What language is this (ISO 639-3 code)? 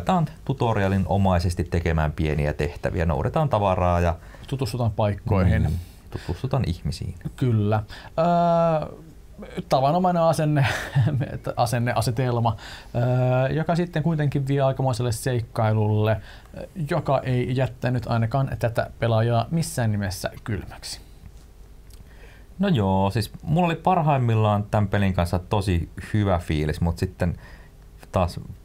fin